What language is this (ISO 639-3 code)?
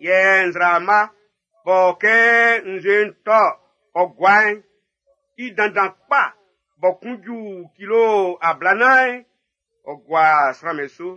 bci